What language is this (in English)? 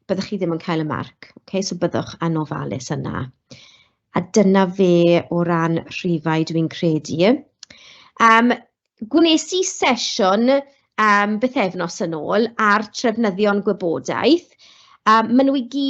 Welsh